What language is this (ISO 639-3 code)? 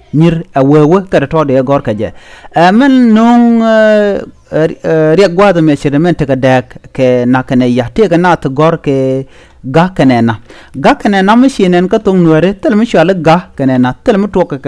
nus